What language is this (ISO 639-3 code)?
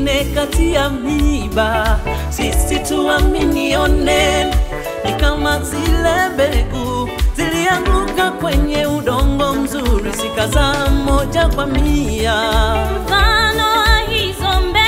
swa